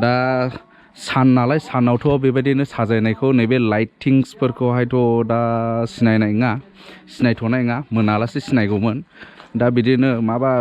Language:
Bodo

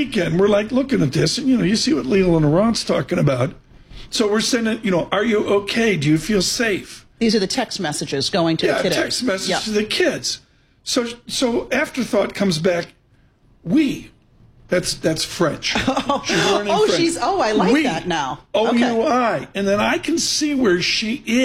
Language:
English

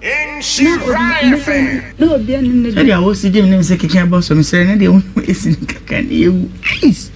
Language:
Akan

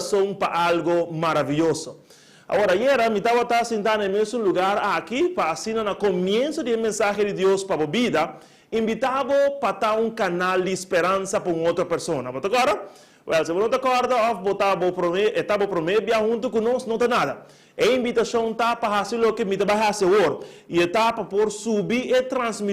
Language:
Papiamento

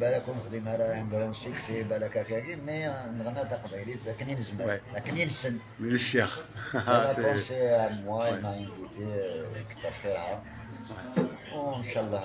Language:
Kabyle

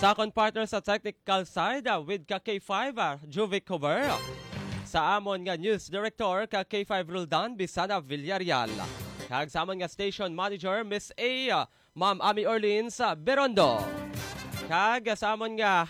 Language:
Hiligaynon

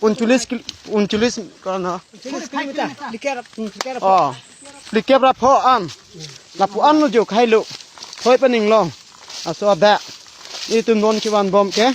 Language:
Karbi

